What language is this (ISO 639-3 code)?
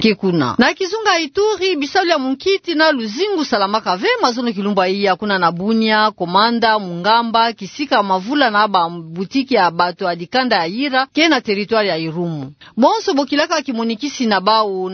ktu